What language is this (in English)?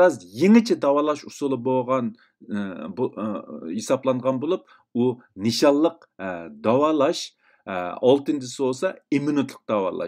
Uyghur